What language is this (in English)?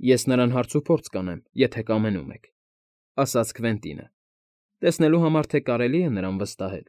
Armenian